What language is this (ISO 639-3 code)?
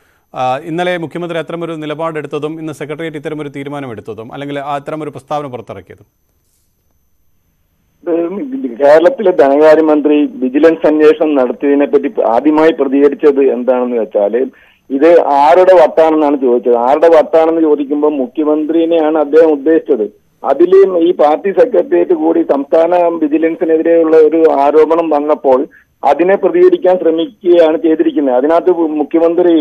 mal